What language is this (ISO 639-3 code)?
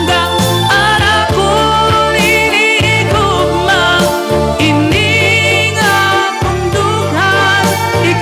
war